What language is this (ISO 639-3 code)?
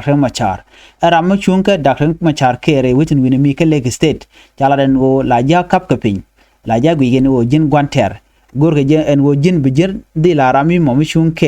nus